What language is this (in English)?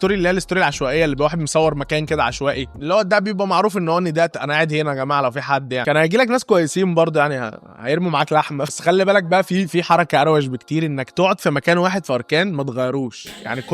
Egyptian Arabic